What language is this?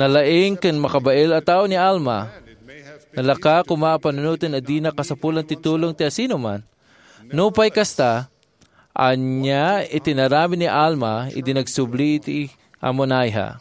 Iloko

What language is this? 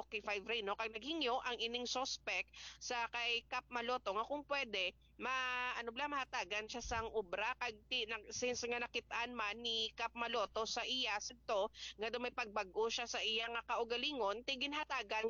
Hiligaynon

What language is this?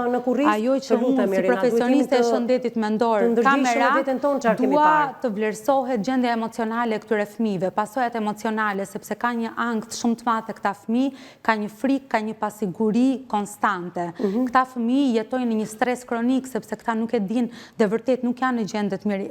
Albanian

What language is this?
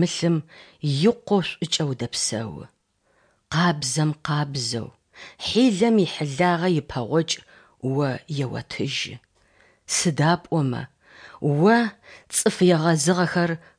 Adyghe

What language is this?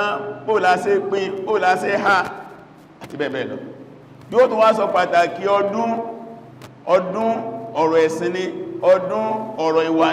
Yoruba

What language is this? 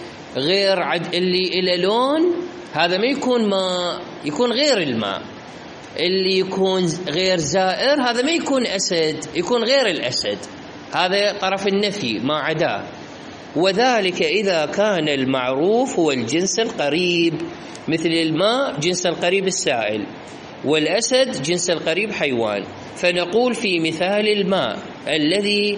Mesopotamian Arabic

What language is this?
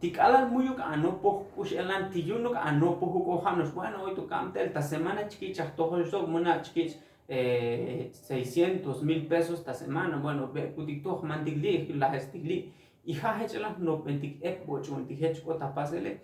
Tzotzil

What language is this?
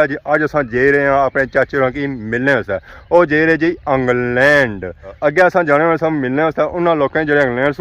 Pahari-Potwari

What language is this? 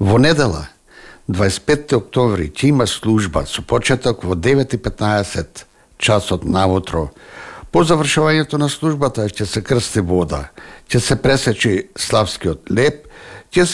Macedonian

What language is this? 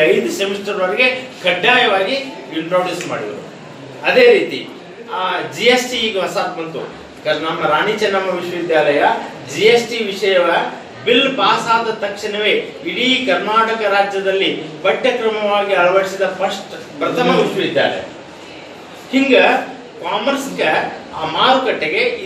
Kannada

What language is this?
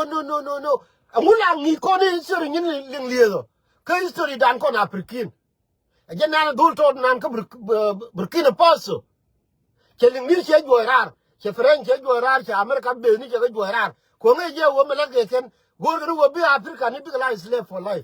Nuer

